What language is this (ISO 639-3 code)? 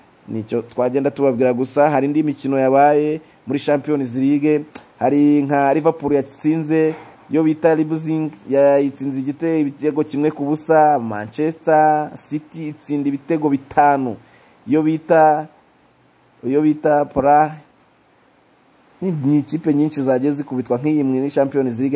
kin